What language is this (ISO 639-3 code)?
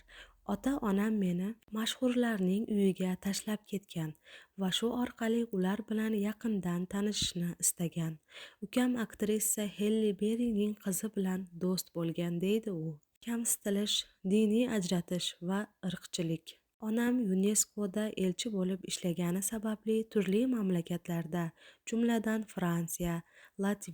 uzb